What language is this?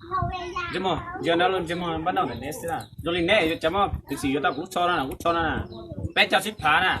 Hmong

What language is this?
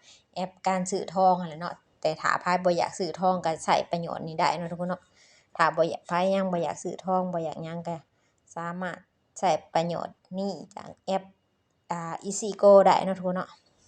Lao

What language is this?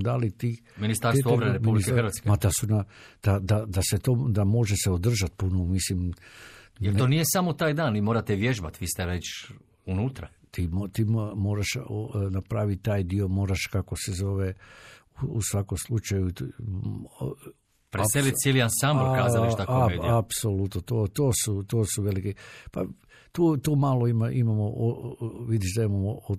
Croatian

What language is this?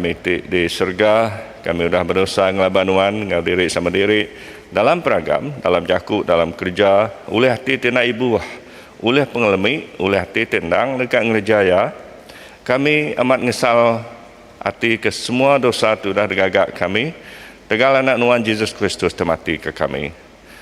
Iban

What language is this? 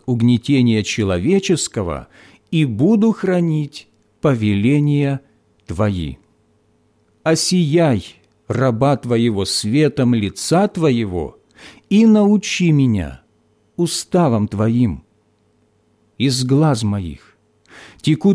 Russian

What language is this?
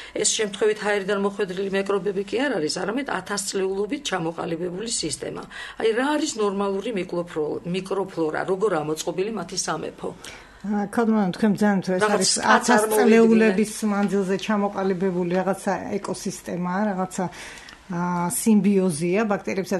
Georgian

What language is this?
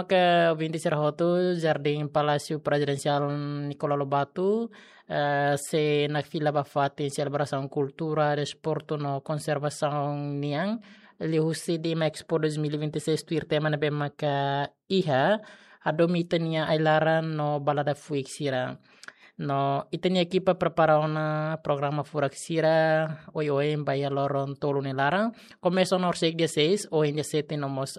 Tetum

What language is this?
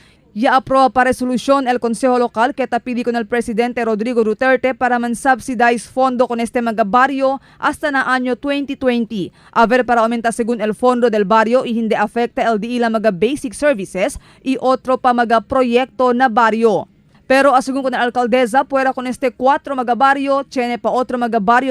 Chavacano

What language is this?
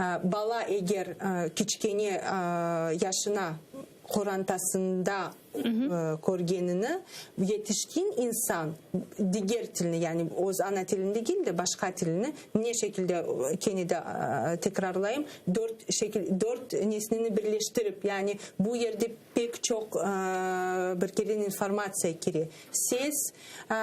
Crimean Tatar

